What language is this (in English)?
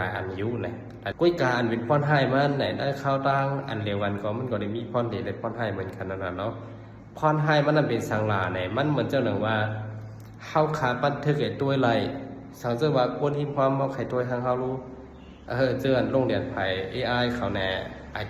Shan